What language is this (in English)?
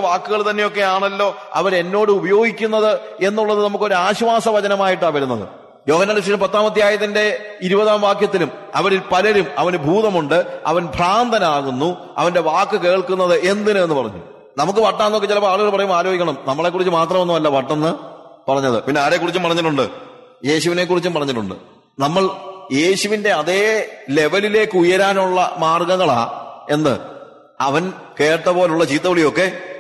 Malayalam